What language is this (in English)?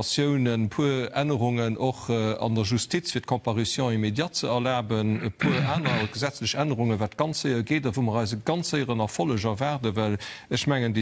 Luxembourgish